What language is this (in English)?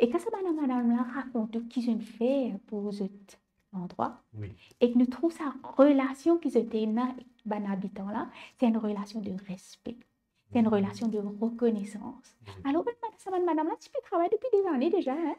Morisyen